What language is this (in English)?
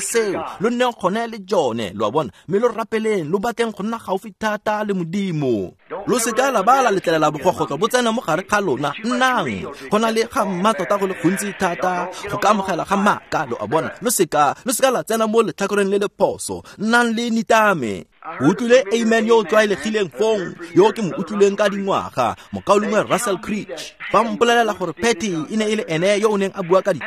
Tswana